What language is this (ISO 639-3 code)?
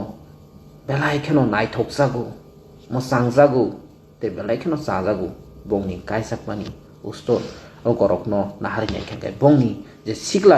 trp